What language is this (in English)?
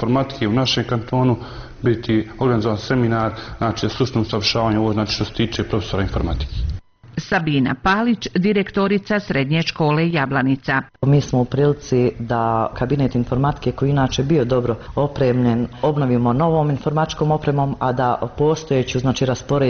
Bosnian